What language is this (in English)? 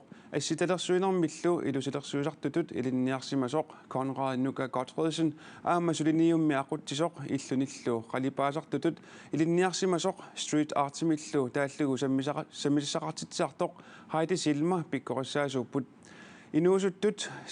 Kalaallisut